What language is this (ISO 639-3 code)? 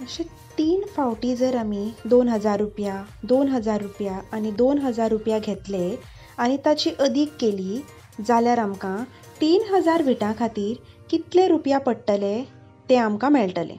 kok